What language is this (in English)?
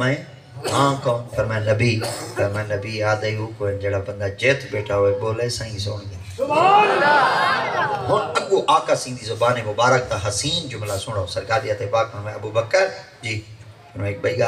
Saraiki